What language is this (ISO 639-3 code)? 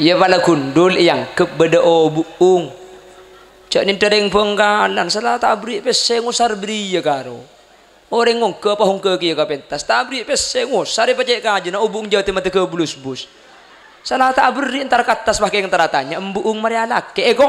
mad